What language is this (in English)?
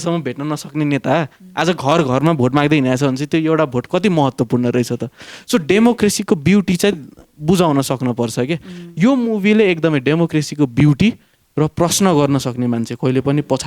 Nepali